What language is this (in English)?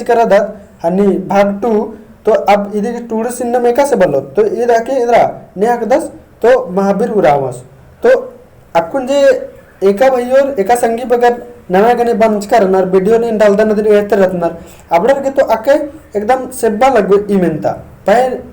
Kurukh